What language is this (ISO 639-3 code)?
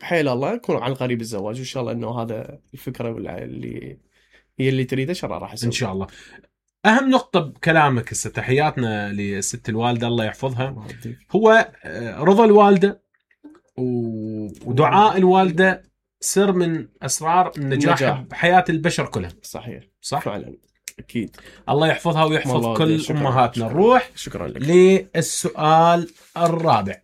acm